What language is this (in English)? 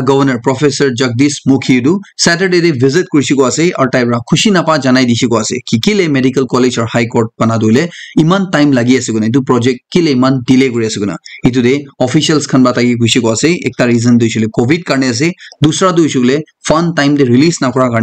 Naga Pidgin